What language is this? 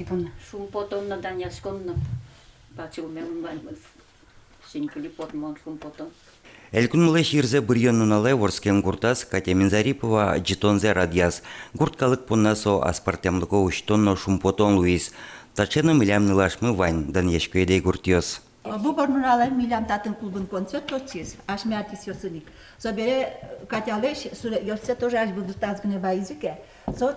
Udmurt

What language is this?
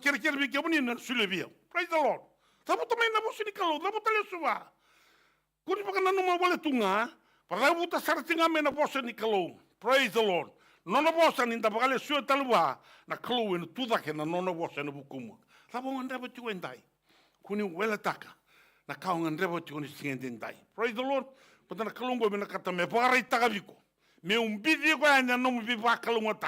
Fijian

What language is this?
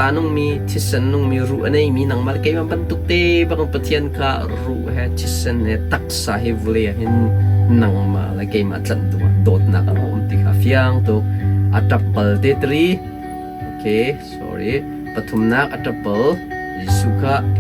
Hakha Chin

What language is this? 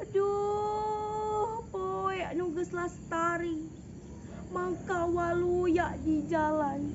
Sundanese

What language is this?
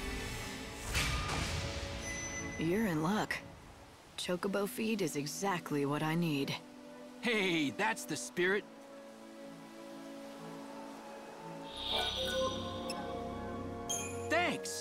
English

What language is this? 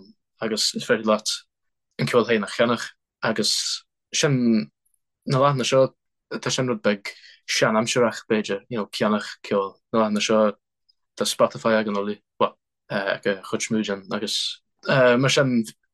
Irish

